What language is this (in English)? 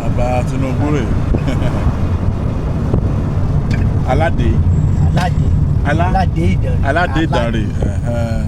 Yoruba